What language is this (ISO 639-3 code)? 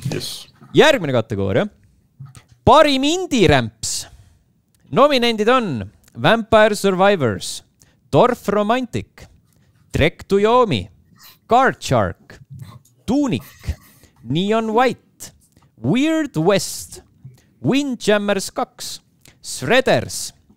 est